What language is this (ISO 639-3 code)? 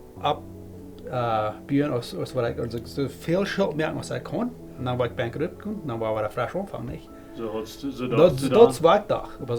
pdt